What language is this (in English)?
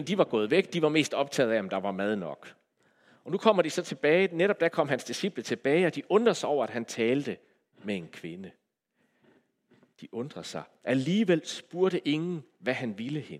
Danish